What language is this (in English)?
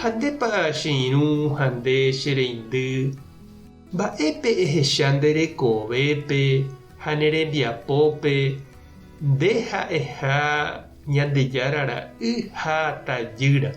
Guarani